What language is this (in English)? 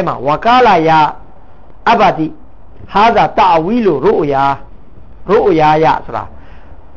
Burmese